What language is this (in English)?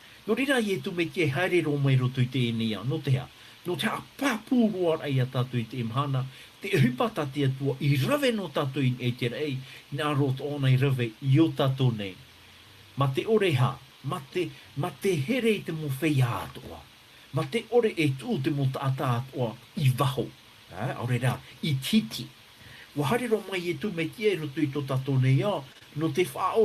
Tahitian